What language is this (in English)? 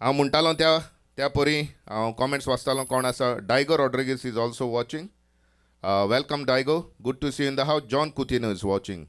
Konkani